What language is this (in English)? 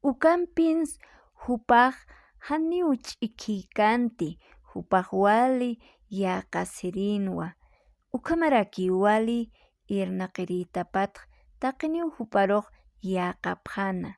Aymara